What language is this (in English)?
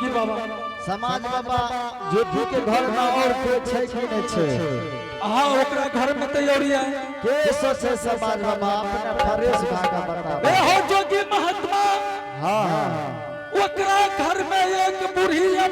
Angika